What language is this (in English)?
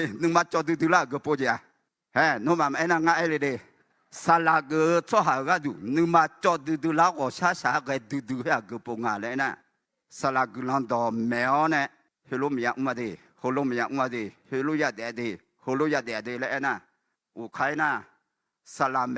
Akha